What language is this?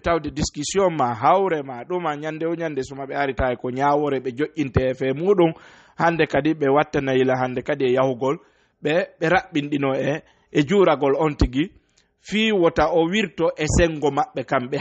Fula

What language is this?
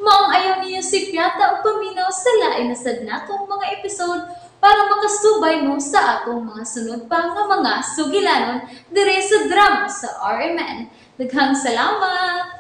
Cebuano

